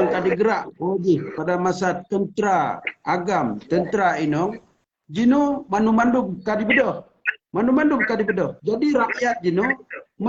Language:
Achinese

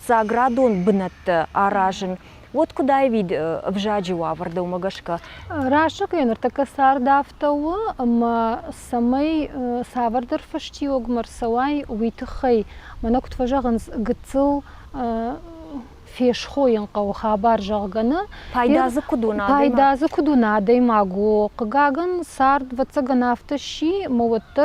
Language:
Ossetic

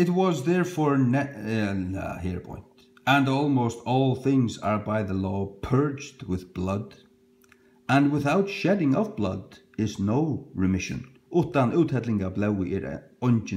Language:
Faroese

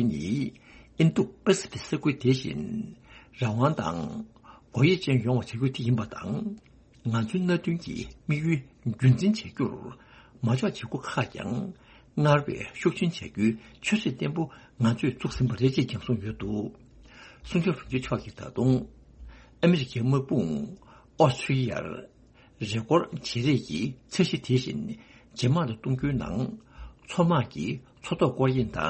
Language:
Tibetan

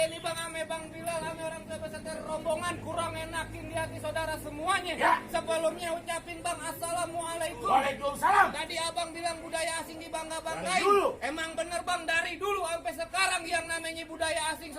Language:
Betawi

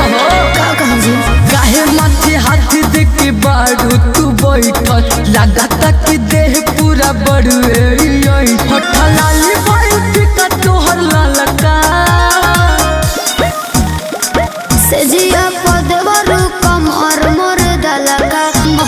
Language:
Bhojpuri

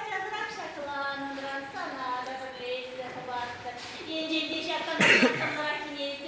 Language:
Chuvash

